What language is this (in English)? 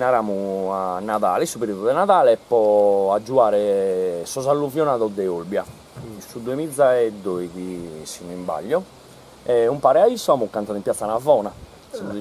Sardinian